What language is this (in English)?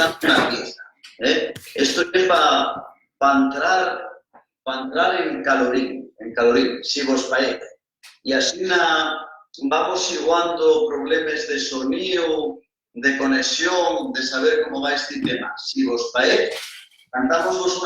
Asturian